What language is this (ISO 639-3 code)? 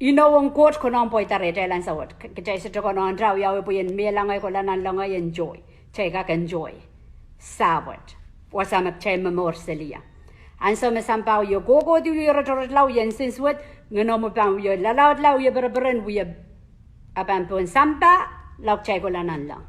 pon